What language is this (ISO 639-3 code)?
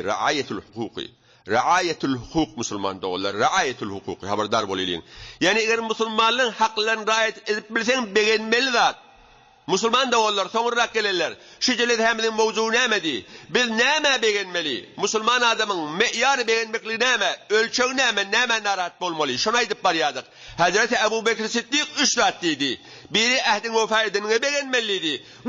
tuk